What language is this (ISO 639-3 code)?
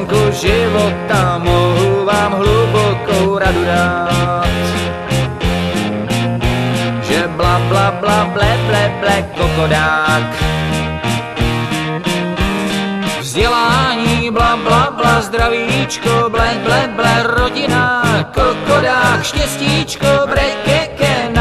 ces